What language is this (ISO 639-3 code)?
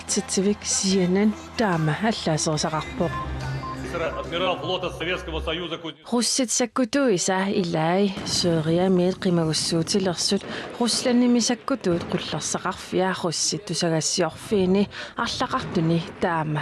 kal